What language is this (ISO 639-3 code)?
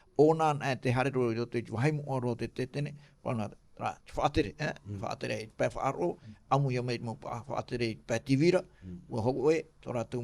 tah